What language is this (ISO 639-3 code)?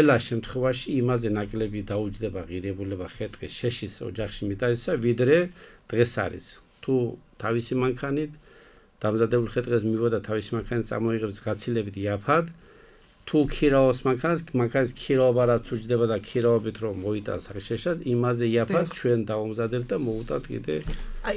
kat